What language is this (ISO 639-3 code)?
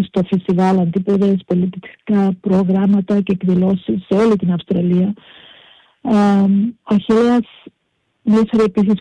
ell